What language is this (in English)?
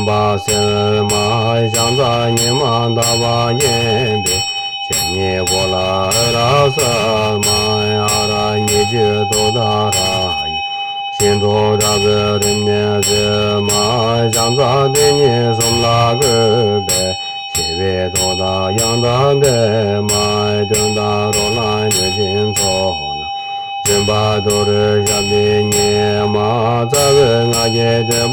Tibetan